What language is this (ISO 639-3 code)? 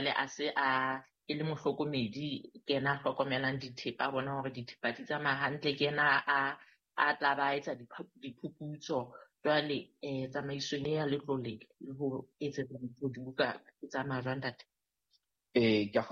sot